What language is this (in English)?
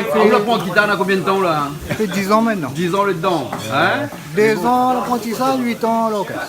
Réunion Creole French